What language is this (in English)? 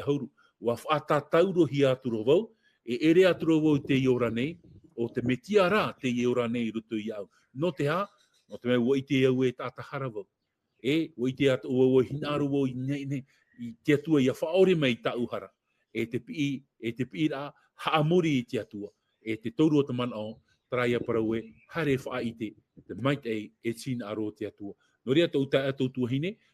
Tahitian